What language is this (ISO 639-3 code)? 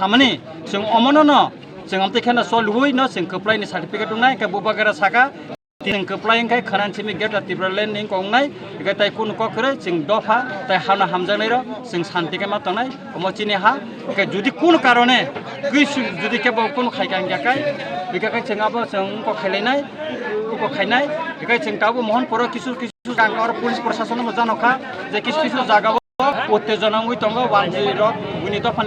trp